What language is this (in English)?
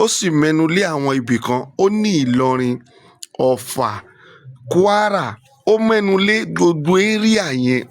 Yoruba